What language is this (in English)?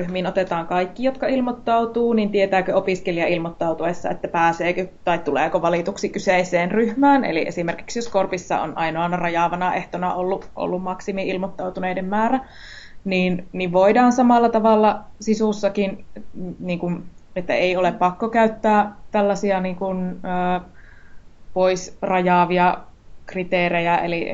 Finnish